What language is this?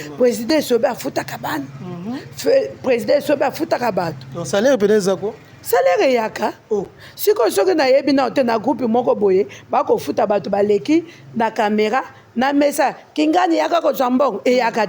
Lingala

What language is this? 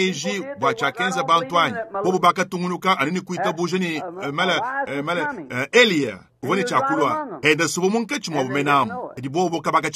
Luba-Lulua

